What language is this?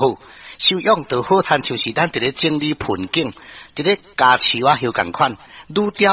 Min Nan Chinese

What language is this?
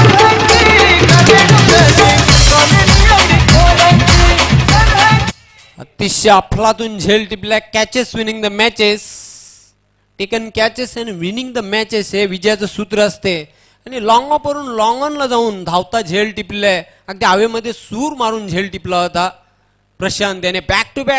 Marathi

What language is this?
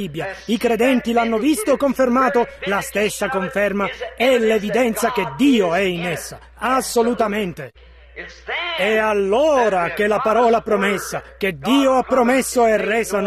Italian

